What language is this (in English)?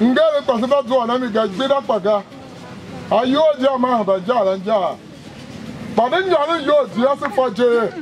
Tiv